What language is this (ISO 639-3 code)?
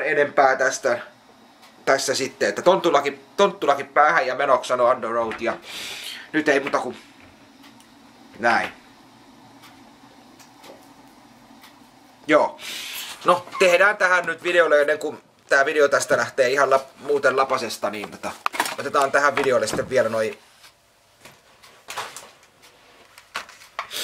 fin